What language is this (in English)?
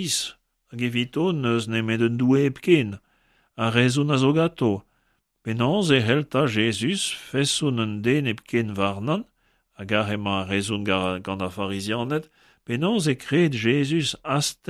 Breton